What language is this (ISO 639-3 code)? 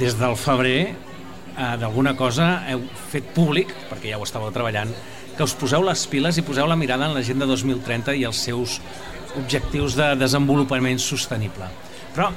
cat